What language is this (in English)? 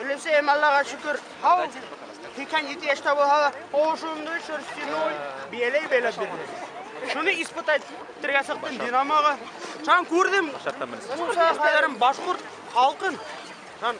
Bashkir